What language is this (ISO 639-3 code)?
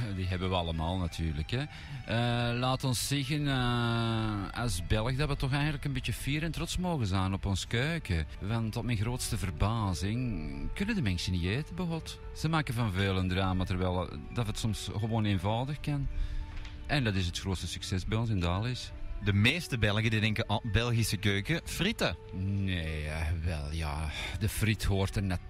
nld